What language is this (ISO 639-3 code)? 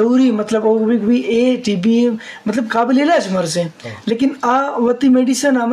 bgp